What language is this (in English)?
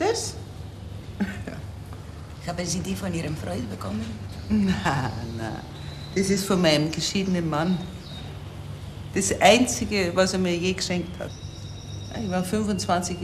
German